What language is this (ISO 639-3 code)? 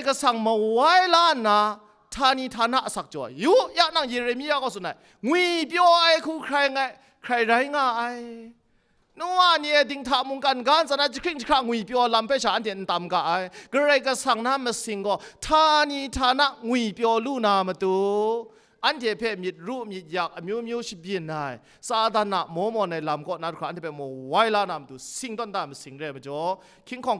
kac